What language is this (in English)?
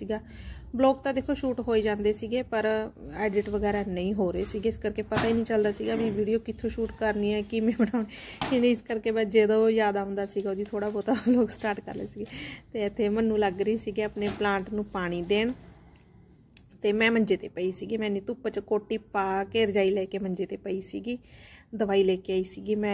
Punjabi